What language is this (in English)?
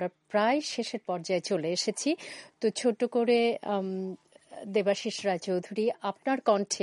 Bangla